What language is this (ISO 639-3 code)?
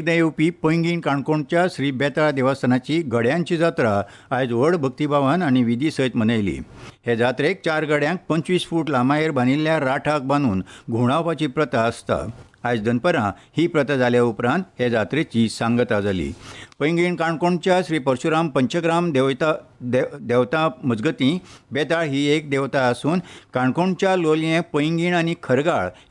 kok